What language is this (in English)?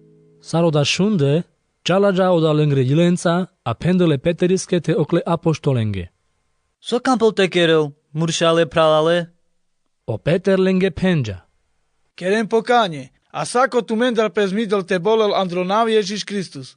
Carpathian Romani